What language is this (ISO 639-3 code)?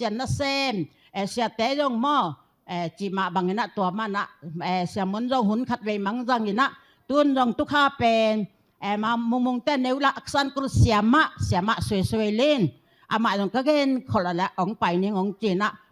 ctd